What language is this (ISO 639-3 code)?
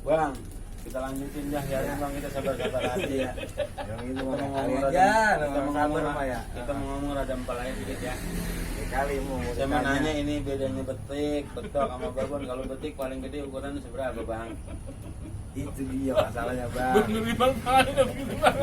bew